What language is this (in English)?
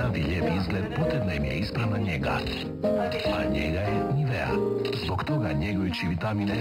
Croatian